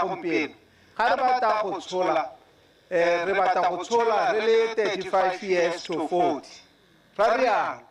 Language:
Tswana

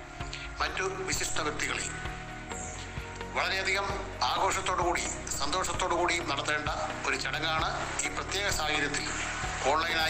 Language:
Malayalam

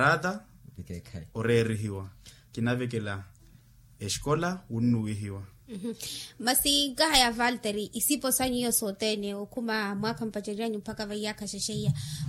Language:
Makhuwa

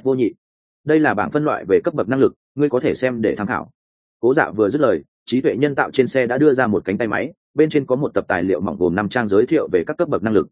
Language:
Vietnamese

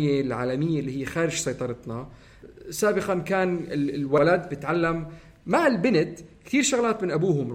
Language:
North Levantine Arabic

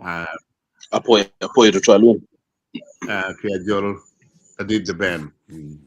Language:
Acoli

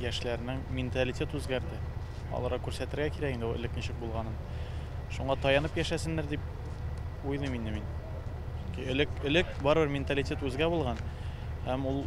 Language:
Tatar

